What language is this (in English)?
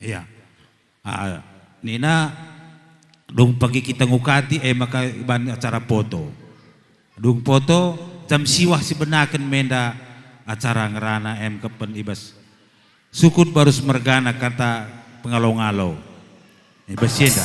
Batak Karo